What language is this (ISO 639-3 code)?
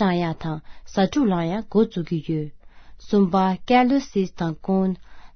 bod